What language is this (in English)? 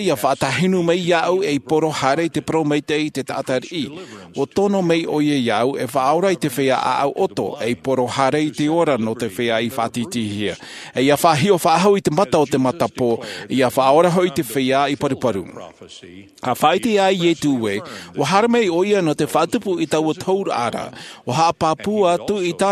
Tahitian